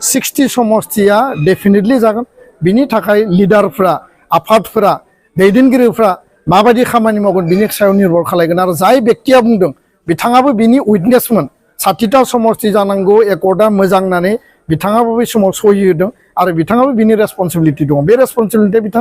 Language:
Bodo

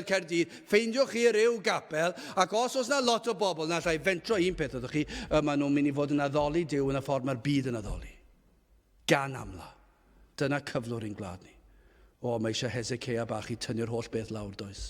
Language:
Welsh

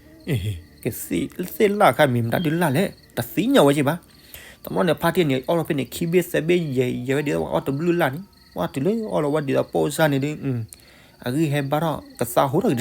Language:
S'gaw Karen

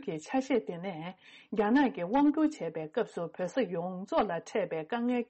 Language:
Tibetan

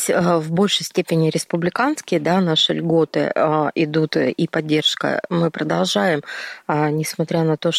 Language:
Russian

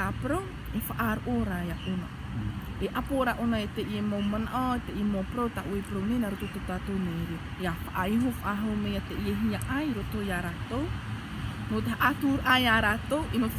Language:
Tahitian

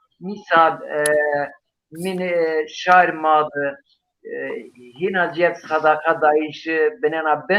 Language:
Zaza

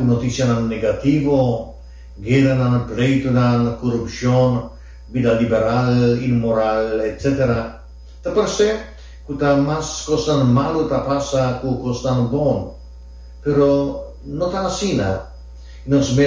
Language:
Papiamento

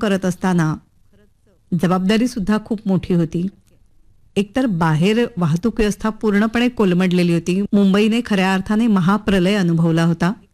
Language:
Marathi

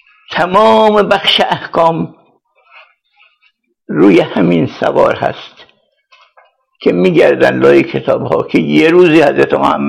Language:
Persian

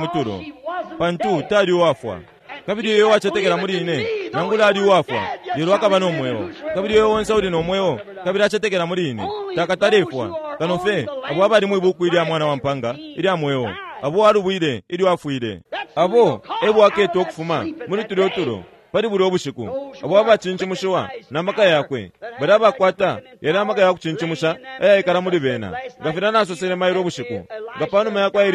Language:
Bemba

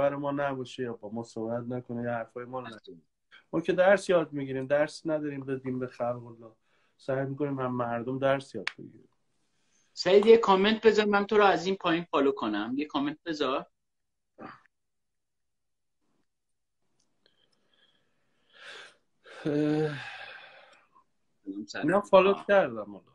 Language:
Persian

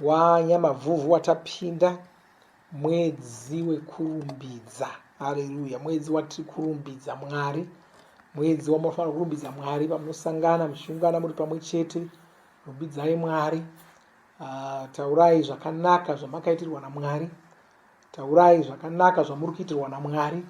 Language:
Shona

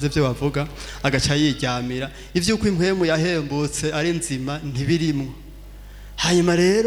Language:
Rundi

